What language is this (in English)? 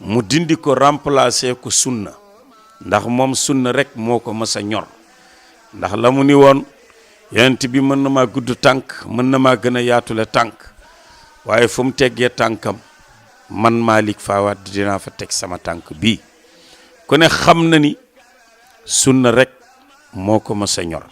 Wolof